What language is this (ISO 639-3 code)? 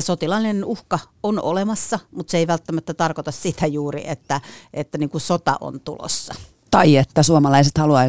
fin